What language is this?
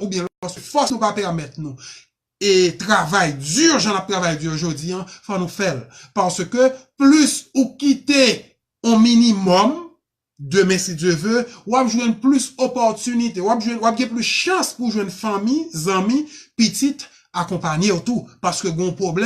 Haitian Creole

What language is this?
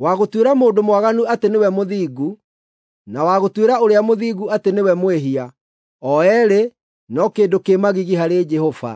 Kikuyu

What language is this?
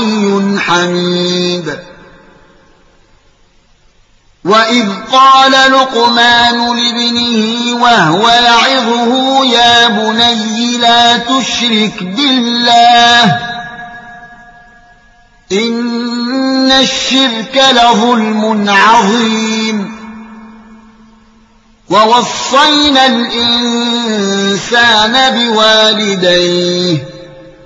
Arabic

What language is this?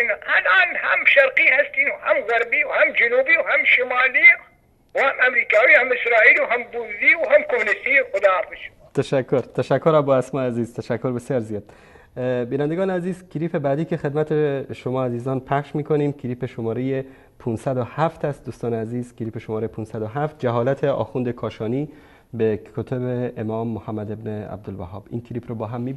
Persian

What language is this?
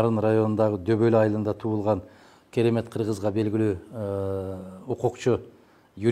Kyrgyz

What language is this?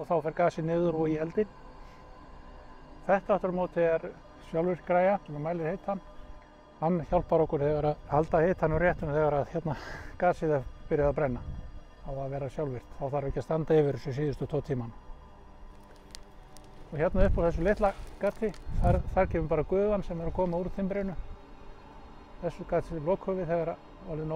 Icelandic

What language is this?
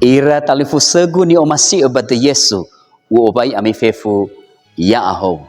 Nias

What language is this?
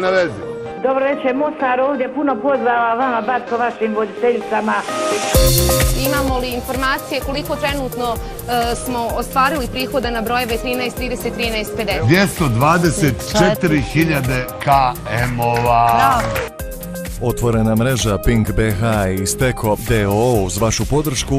Bosnian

